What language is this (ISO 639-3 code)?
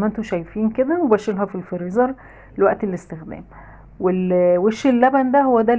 arz